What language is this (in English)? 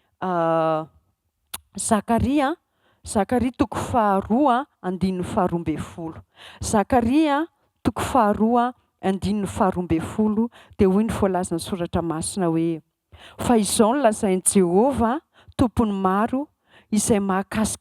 Malagasy